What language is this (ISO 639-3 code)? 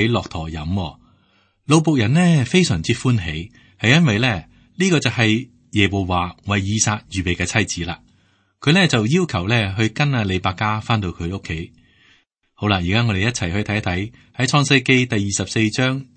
yue